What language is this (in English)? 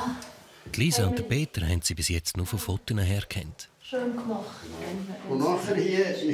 Swiss German